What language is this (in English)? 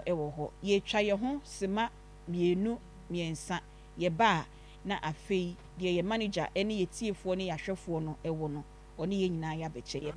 Akan